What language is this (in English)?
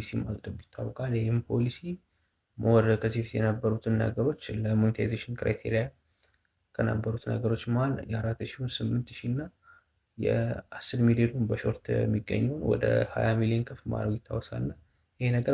Amharic